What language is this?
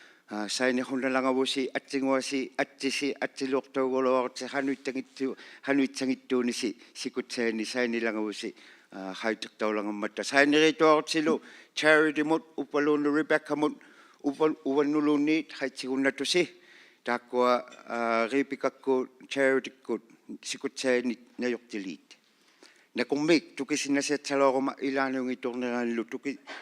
Inuktitut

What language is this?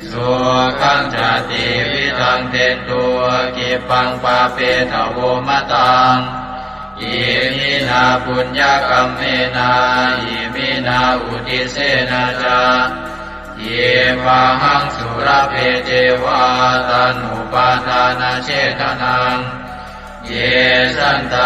Pali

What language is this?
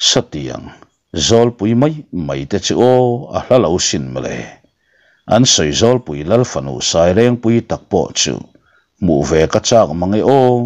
Mizo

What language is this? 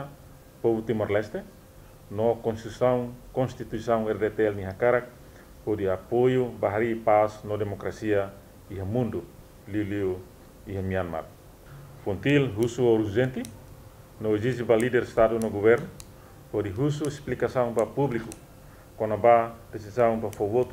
Tetum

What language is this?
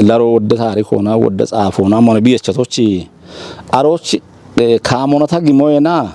Kafa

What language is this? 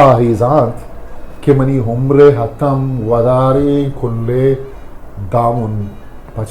Eastern Balochi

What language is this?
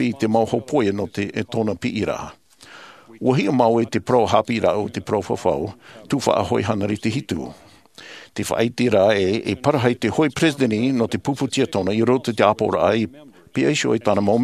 Tahitian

